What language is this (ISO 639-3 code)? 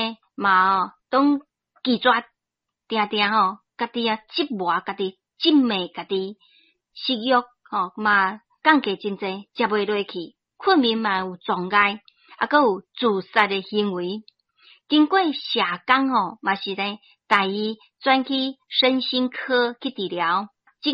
nan